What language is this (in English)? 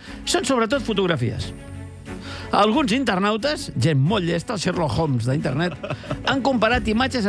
Catalan